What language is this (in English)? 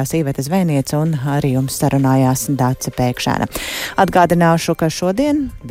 Latvian